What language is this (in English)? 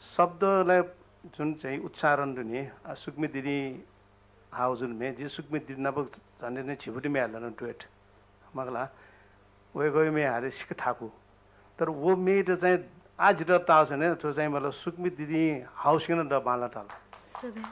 Newari